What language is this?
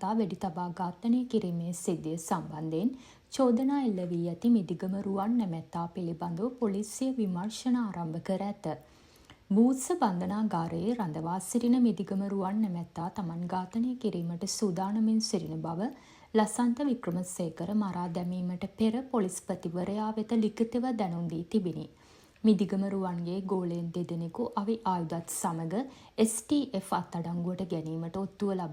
Sinhala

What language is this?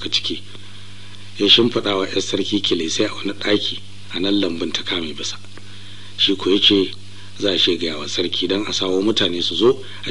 Hausa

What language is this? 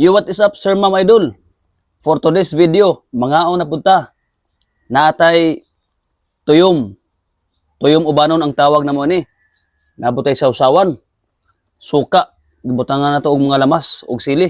Cebuano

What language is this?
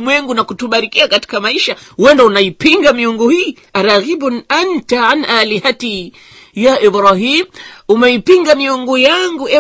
Swahili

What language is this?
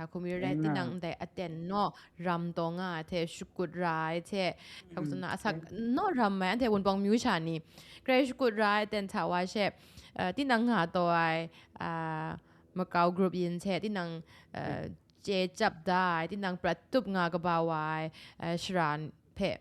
Kachin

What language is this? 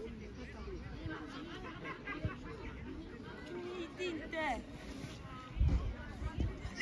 Swedish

